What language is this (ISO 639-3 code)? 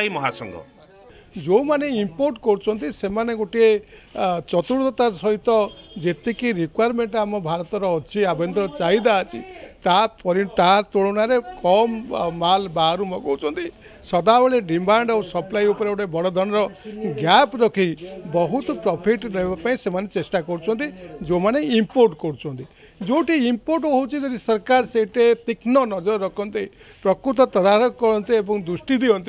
ori